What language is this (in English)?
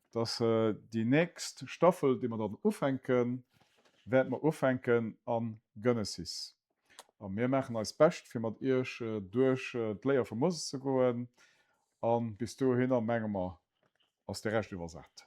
Luxembourgish